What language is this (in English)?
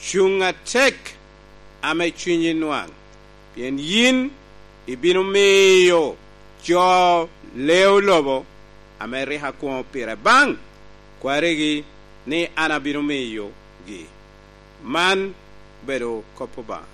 Lango (Uganda)